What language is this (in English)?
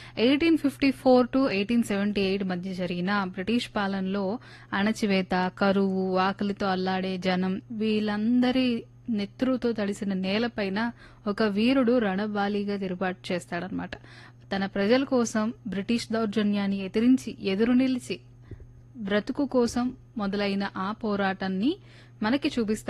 Telugu